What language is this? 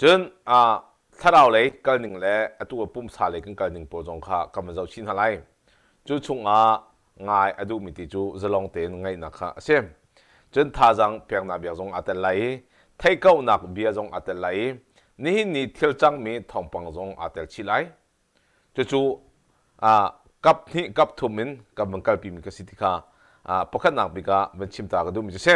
Hakha Chin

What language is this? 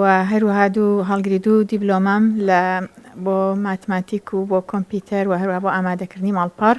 Central Kurdish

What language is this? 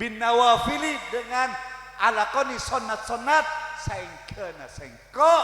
Madurese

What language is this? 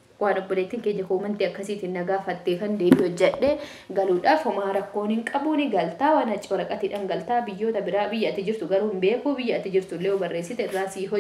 Oromo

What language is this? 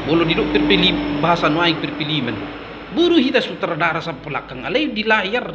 Batak Toba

